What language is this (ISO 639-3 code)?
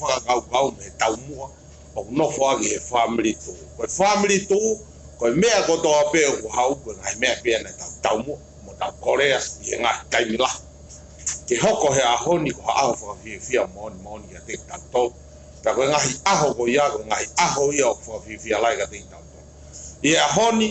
ton